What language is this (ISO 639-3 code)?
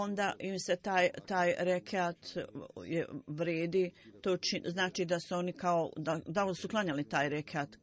bos